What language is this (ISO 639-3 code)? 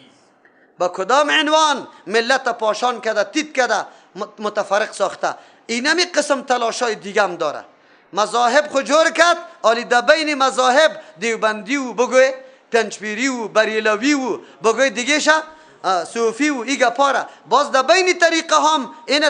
fas